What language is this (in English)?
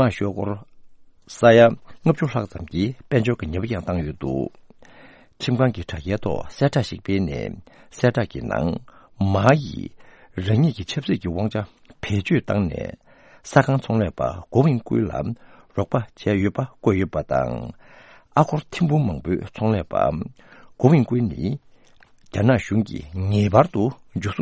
Tibetan